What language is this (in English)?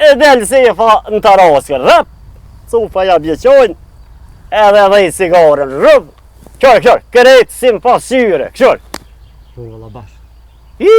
Albanian